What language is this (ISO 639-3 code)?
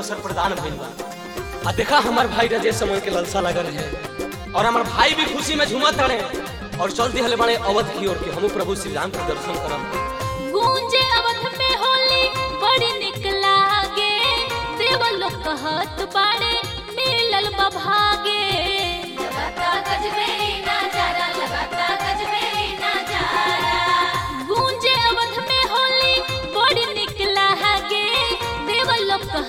bho